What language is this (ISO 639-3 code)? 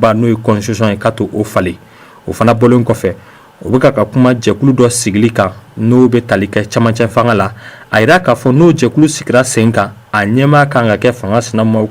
bam